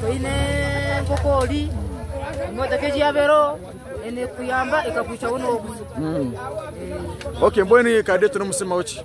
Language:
Nyankole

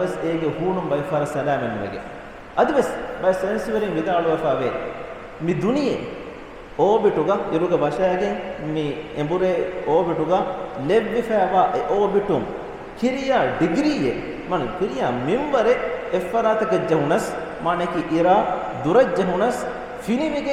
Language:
Divehi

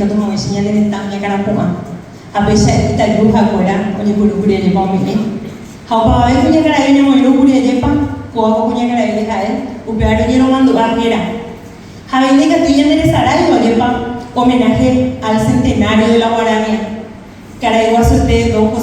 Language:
Guarani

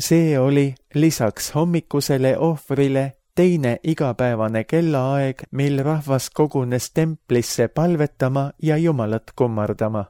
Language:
Estonian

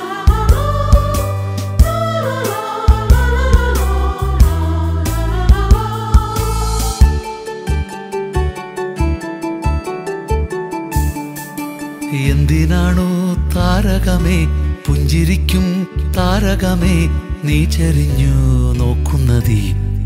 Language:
Malayalam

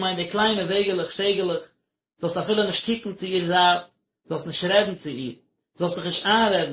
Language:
Yiddish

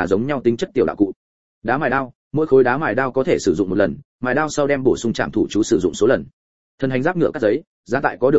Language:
Vietnamese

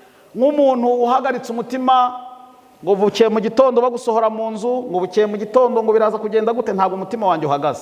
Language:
Kinyarwanda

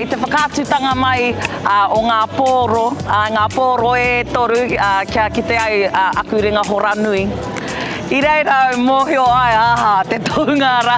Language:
Māori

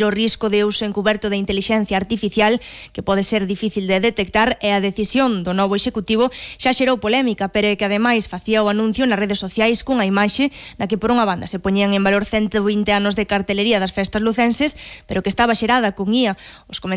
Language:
Galician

